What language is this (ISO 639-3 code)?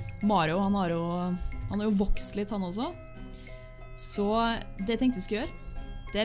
nor